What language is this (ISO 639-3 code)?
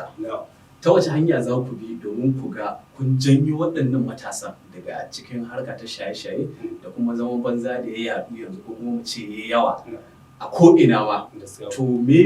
hau